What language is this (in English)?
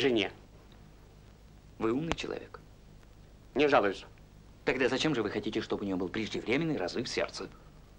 Russian